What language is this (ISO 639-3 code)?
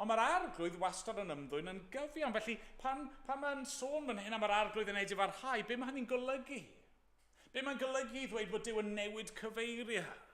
cym